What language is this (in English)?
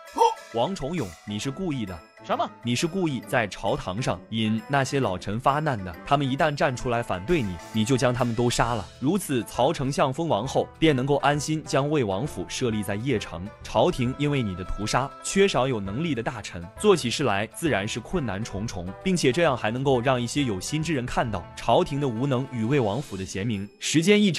Chinese